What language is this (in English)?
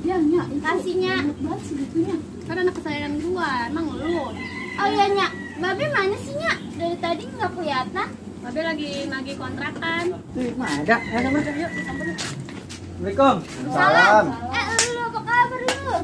Betawi